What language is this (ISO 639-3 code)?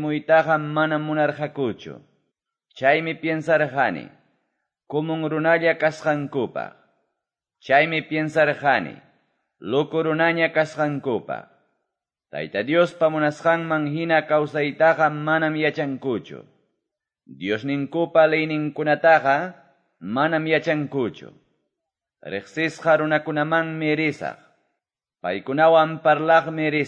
que